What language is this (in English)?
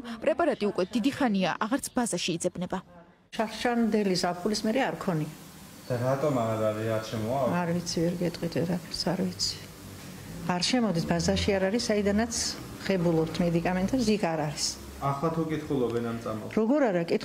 Georgian